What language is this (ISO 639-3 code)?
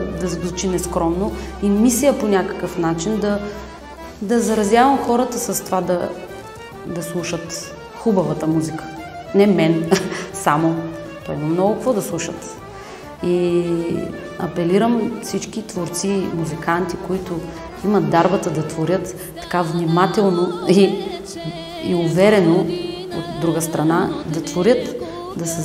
bul